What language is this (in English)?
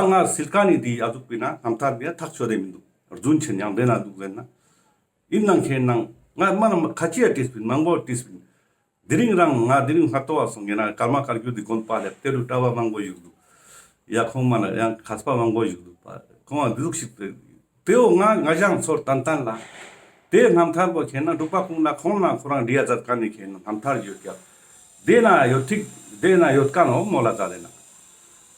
Ladakhi